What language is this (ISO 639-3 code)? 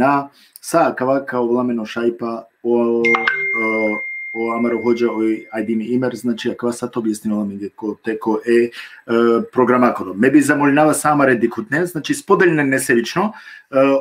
rmn